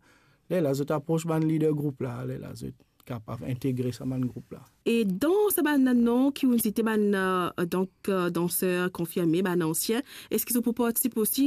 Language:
Morisyen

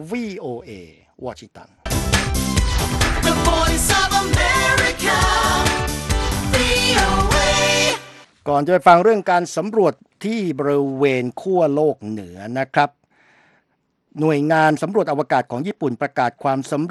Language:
Thai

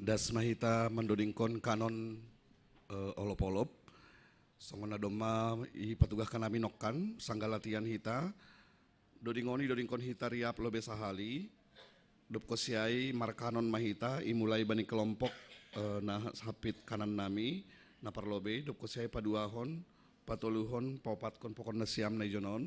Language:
Batak Simalungun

